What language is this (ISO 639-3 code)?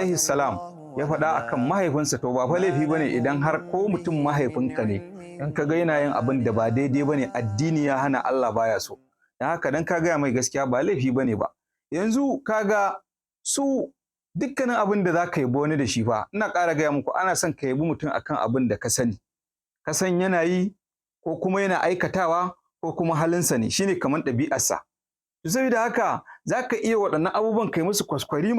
hau